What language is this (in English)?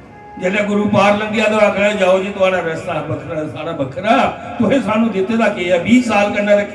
Dogri